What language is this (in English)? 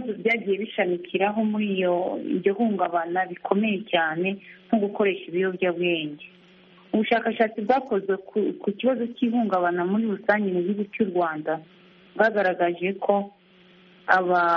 Kinyarwanda